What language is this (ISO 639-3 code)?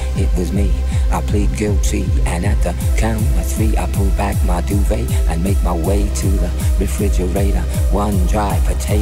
eng